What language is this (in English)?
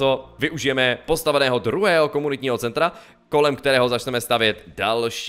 Czech